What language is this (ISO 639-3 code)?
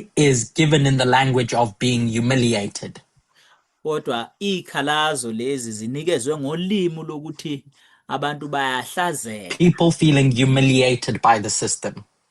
zul